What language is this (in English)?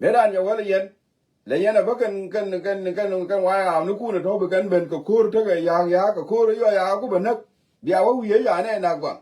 Nuer